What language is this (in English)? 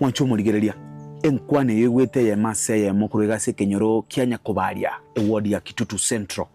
Gusii